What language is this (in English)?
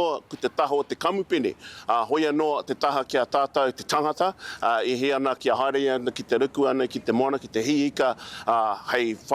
Māori